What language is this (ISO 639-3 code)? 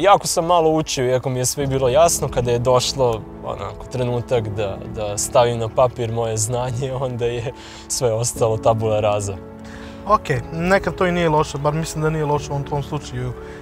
srp